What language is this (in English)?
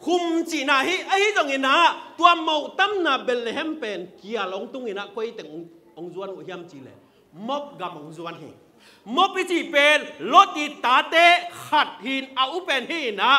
Tedim Chin